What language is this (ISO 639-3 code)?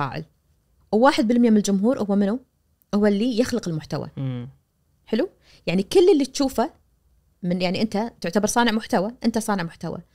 ars